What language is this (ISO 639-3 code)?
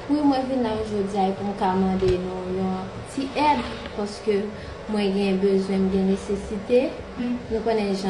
hat